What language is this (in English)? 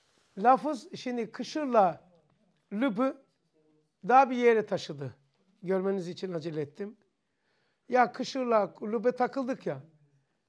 Turkish